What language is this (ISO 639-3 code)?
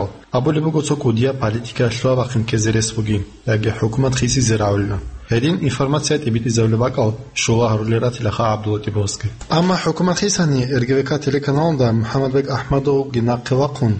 ava